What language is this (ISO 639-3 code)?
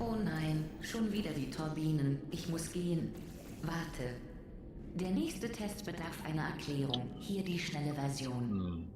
gsw